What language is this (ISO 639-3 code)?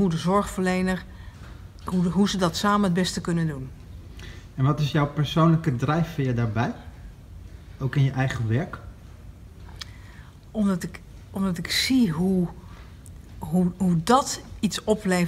nld